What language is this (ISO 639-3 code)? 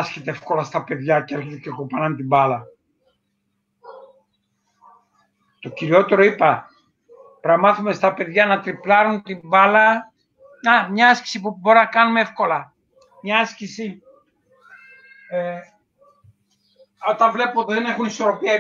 ell